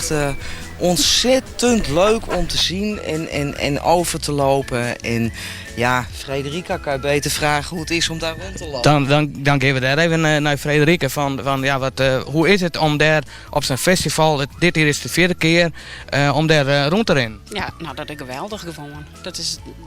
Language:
Western Frisian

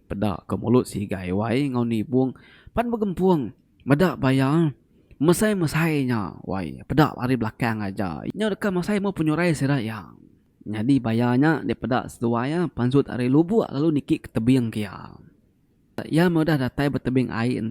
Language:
Iban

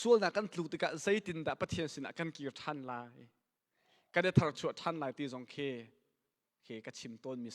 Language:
Hakha Chin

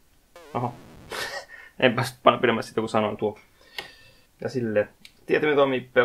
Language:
Finnish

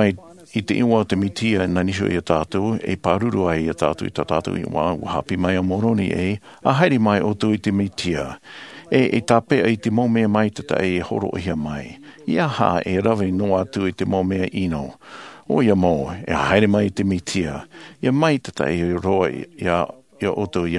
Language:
Tahitian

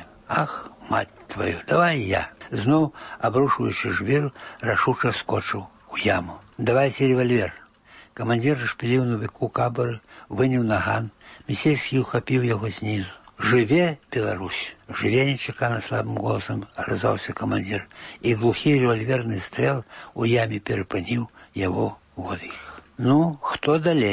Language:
Belarusian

